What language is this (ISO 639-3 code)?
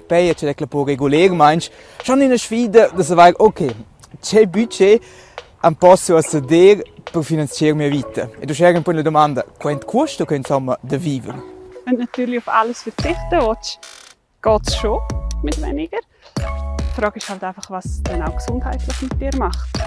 roh